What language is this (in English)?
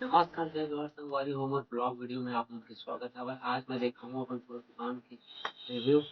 Chhattisgarhi